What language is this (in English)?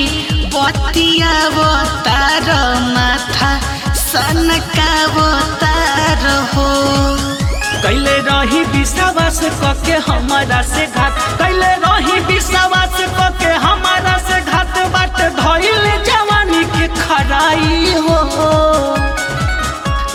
Bhojpuri